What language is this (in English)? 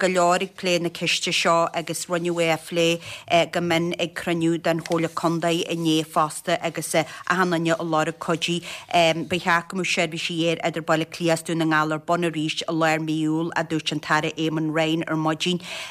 Irish